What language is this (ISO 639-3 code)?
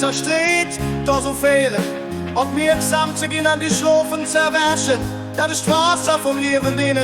ltz